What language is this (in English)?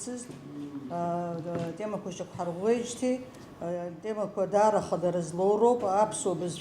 Abkhazian